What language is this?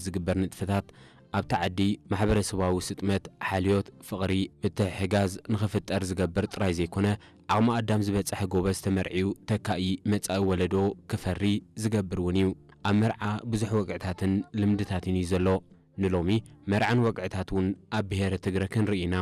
Tigrinya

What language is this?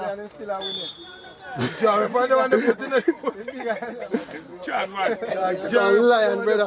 Jamaican Creole English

